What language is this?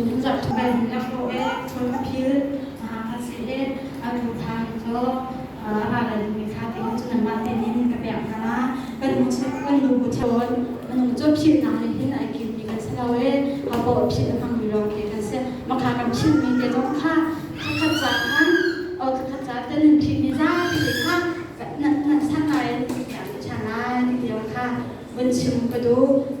Hakha Chin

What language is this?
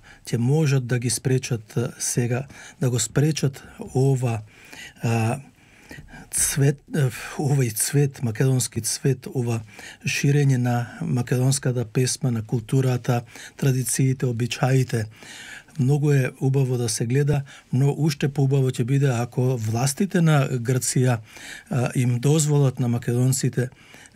Macedonian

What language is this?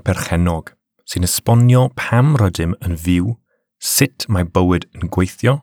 Welsh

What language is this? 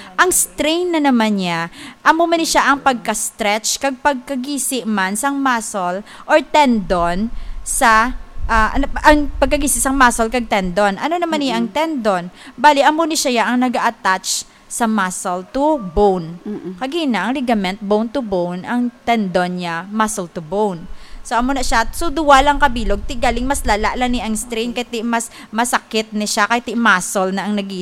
Hiligaynon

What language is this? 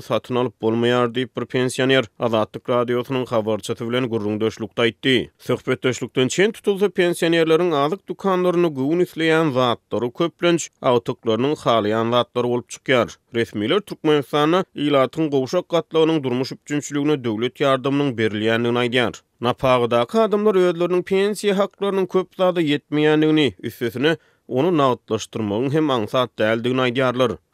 Turkmen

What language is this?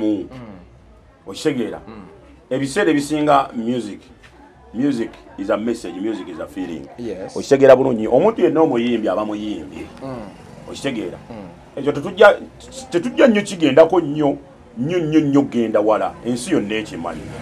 Ganda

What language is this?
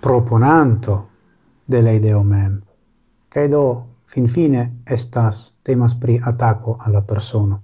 Esperanto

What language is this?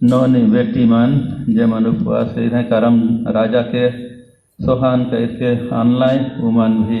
Sadri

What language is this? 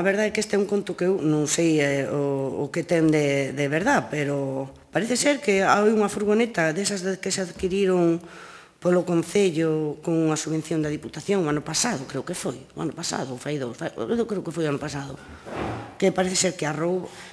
Galician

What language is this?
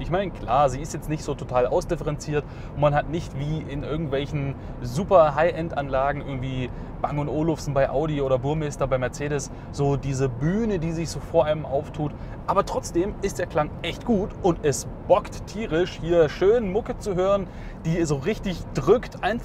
German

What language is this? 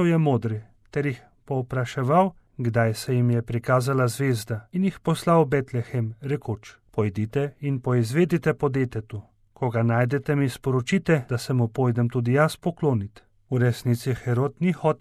Slovenian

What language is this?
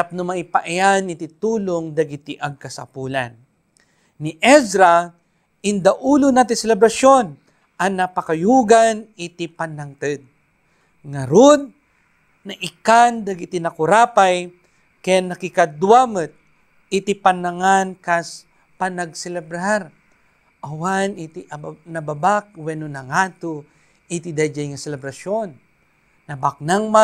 Iloko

